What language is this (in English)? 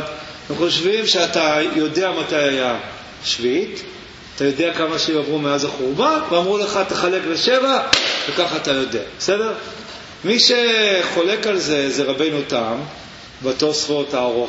Hebrew